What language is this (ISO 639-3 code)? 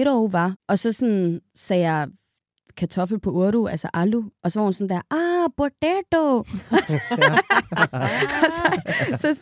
dan